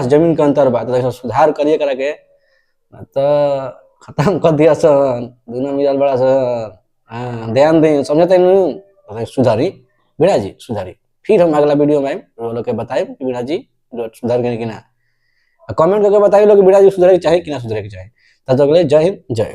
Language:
Bhojpuri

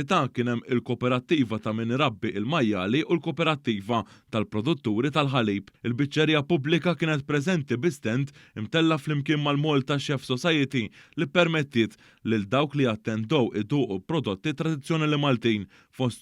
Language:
Maltese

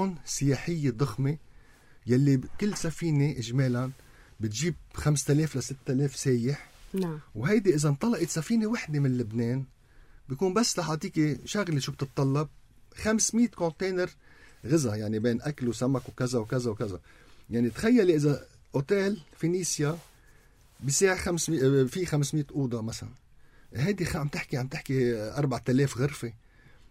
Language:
North Levantine Arabic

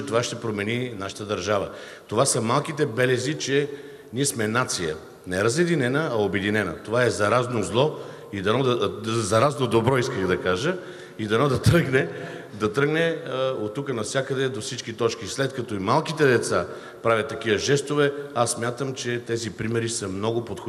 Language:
Bulgarian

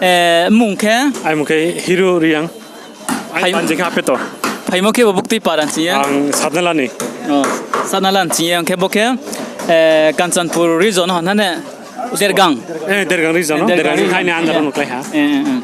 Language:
Riang (India)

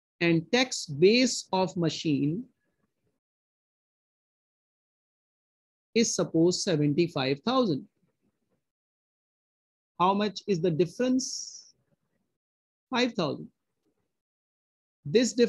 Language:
English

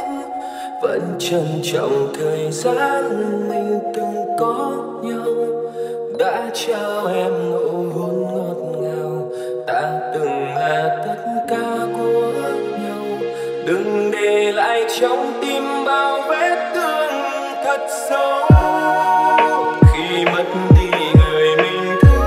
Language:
Vietnamese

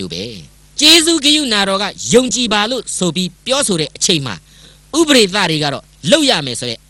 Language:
Burmese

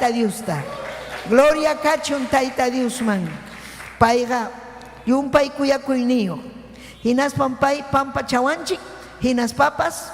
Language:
Ayacucho Quechua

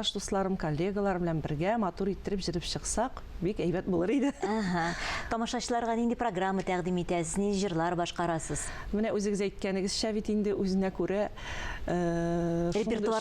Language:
Tatar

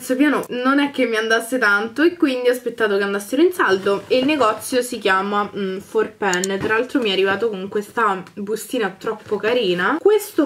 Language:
Italian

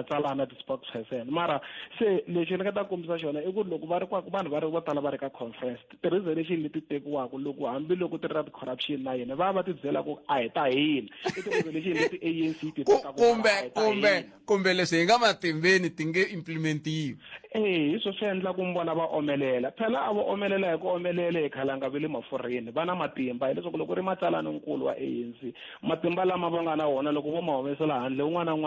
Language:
Tsonga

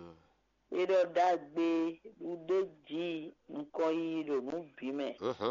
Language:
Fon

